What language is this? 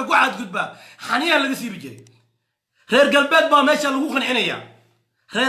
Somali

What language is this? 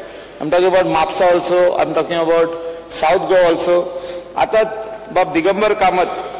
Konkani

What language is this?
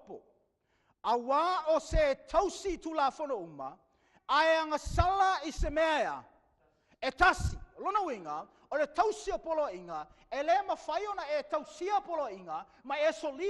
Samoan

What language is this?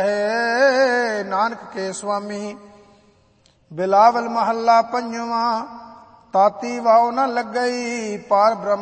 Punjabi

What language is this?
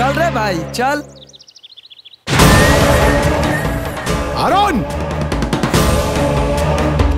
Bhojpuri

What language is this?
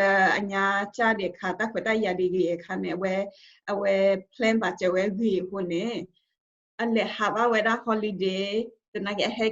S'gaw Karen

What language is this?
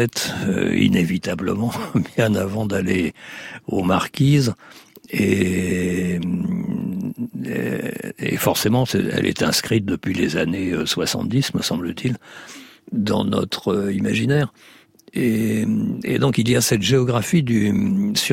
French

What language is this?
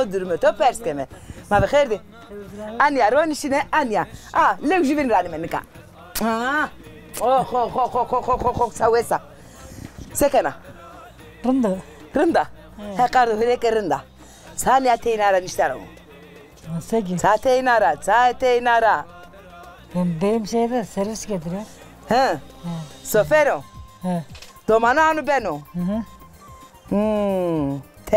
Zaza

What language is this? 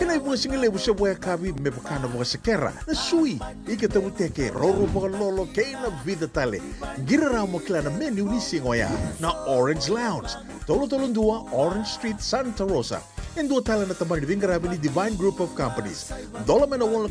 Fijian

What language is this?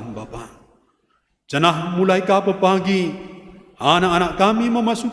Batak Karo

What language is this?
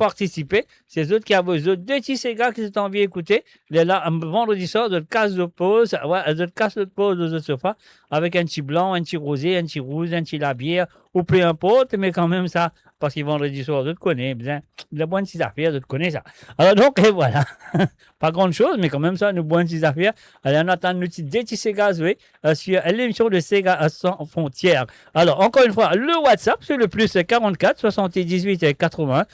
Morisyen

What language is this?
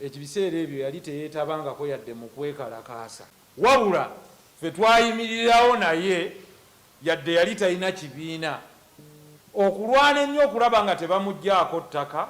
Ganda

